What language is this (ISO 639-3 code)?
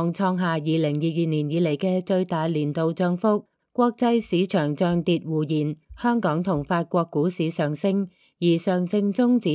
yue